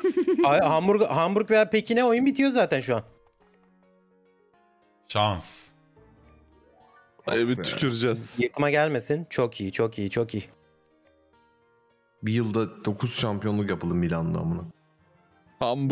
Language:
Turkish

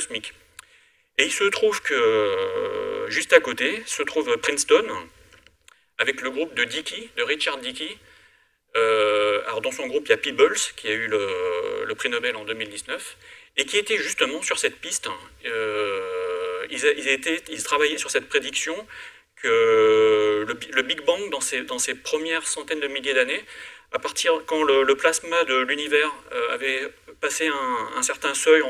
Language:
French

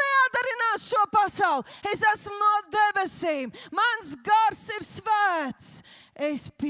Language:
Latvian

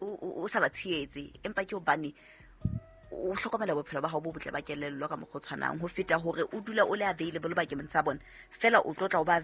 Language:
Southern Sotho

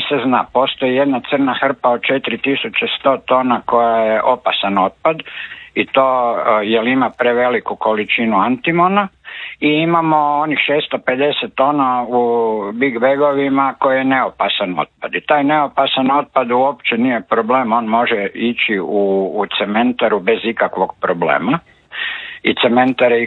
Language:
Croatian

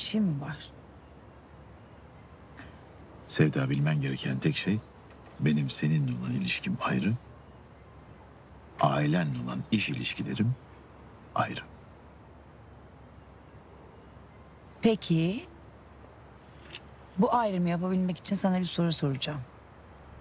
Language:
Turkish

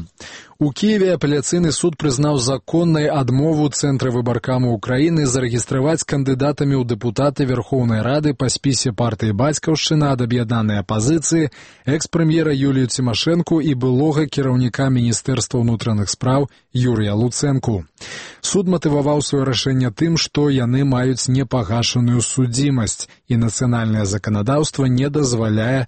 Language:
Belarusian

